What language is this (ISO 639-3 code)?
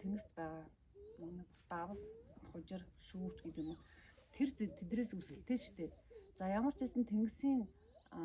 mon